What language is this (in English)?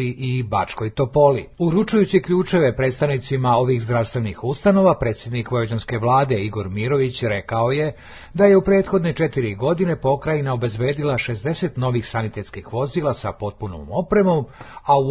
Serbian